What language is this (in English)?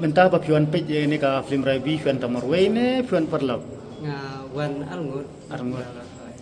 Khasi